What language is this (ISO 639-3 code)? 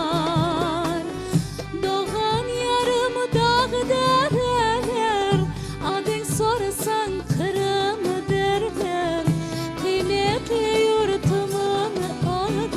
crh